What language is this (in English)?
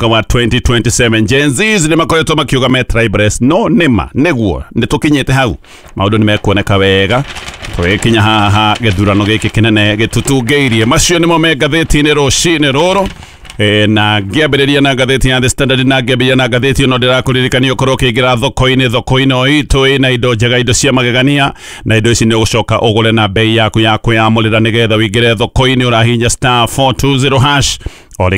Kikuyu